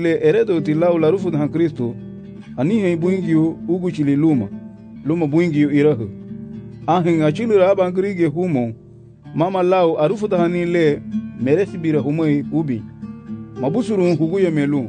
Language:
Garifuna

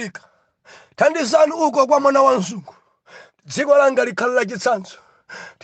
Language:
Nyanja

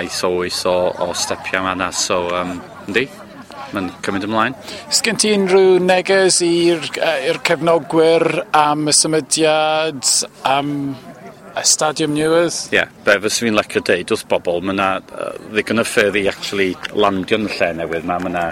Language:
Welsh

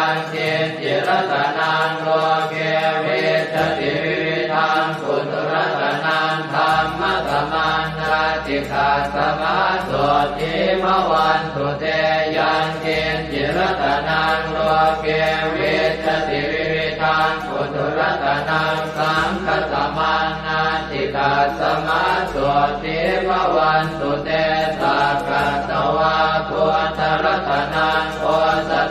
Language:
Pali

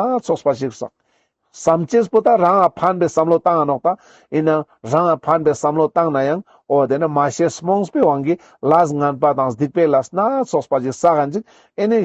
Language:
Ladakhi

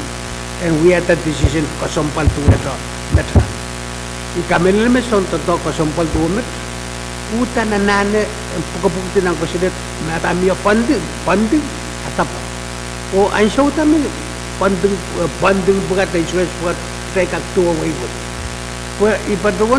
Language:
Pohnpeian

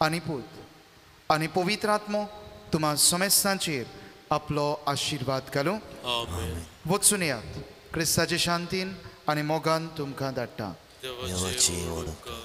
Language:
Konkani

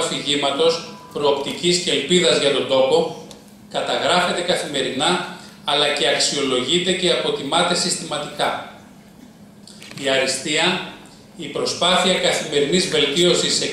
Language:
Greek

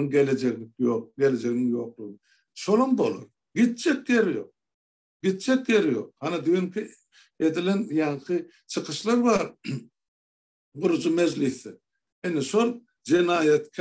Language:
Turkmen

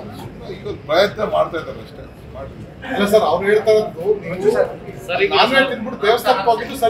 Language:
Kannada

